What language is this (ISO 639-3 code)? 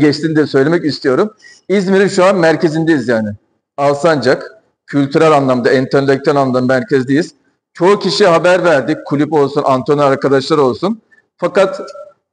tur